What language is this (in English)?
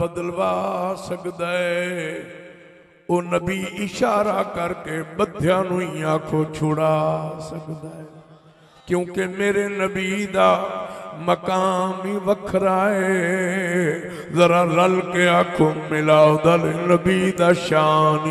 Saraiki